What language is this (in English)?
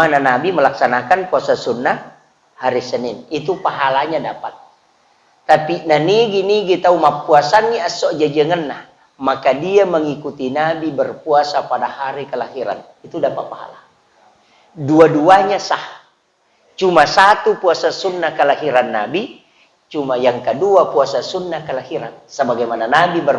Buginese